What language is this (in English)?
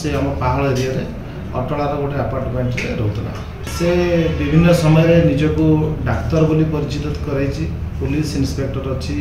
Odia